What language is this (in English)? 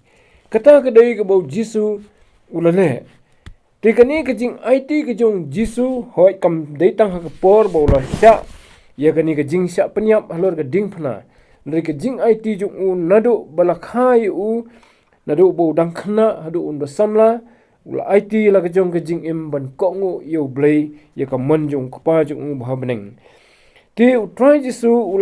Khasi